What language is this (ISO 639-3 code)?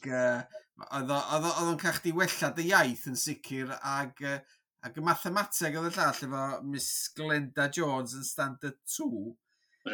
cym